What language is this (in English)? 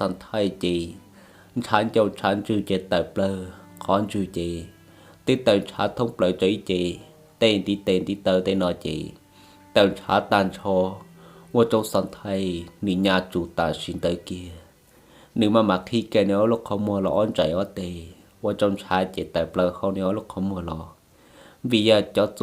Hmong